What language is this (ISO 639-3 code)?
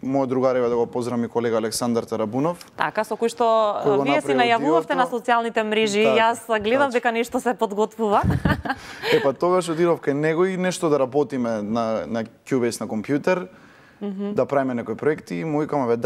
mkd